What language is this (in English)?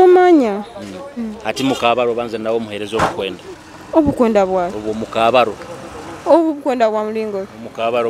Nyoro